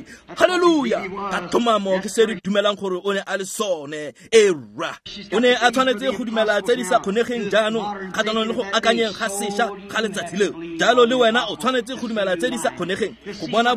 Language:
Tswana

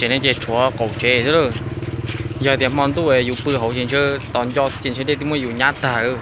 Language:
Hmong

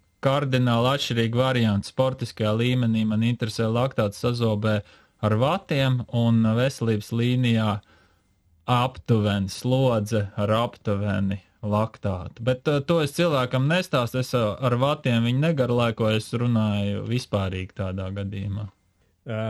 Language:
Latvian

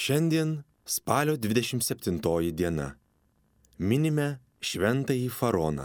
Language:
Lithuanian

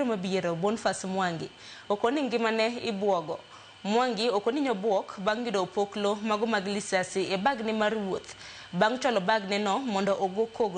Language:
Luo (Kenya and Tanzania)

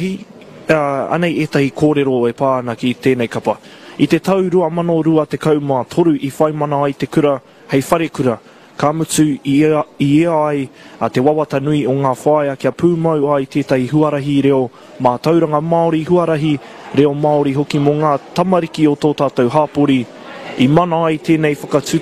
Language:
Māori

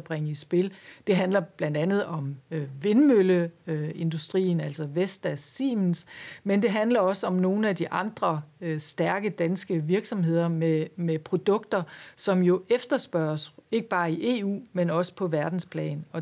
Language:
Danish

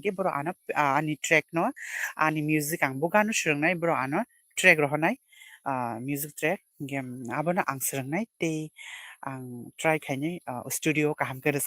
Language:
Kok Borok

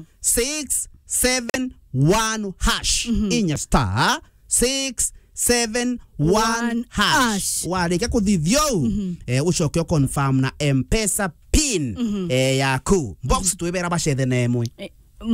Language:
Meru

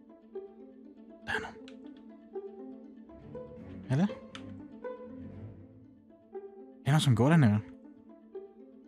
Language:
Swedish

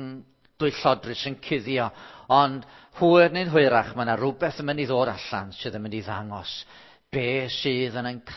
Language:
Welsh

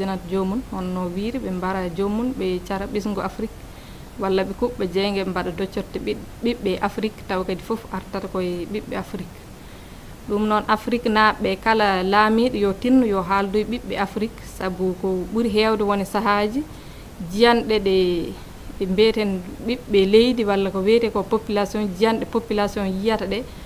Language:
Fula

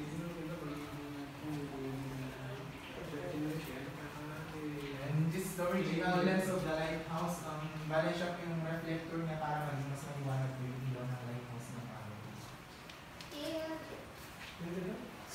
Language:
Filipino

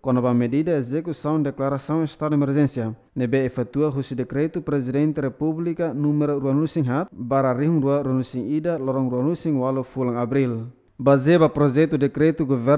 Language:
Tetum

